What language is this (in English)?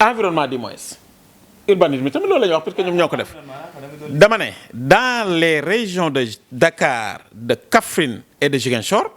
Wolof